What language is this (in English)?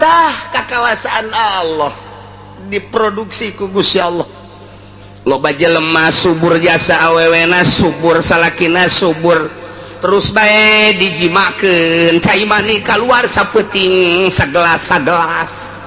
Sundanese